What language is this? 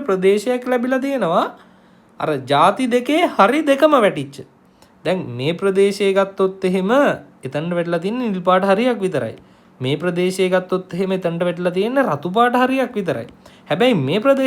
Sinhala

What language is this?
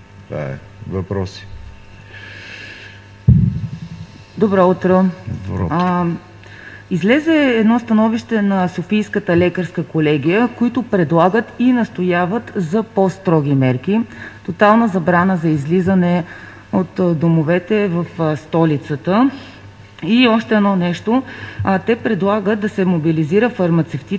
Bulgarian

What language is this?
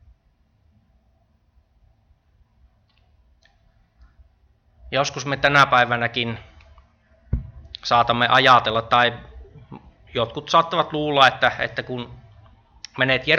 Finnish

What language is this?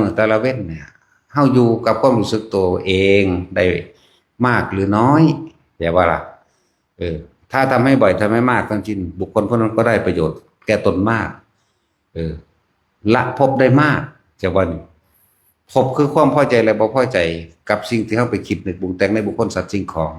Northeastern Thai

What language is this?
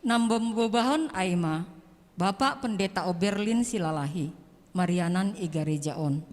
Batak Simalungun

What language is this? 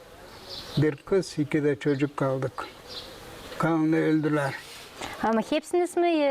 Gagauz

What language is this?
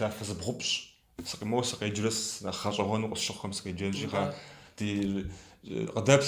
Kabardian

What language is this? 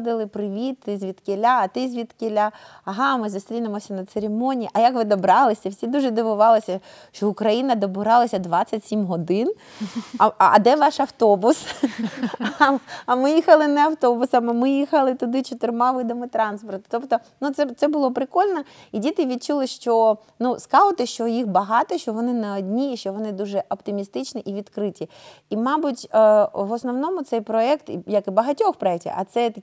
Ukrainian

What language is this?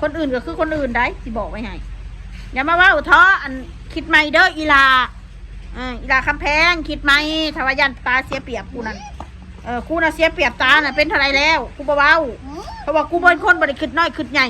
Northeastern Thai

